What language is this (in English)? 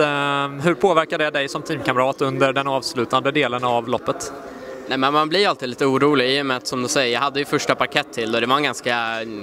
Swedish